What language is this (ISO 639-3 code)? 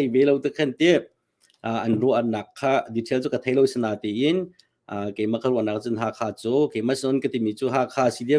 cnh